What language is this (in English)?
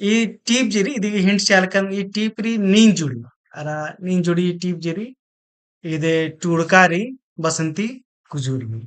Kurukh